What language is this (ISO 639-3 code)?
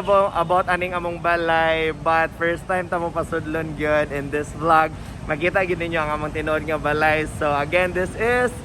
ceb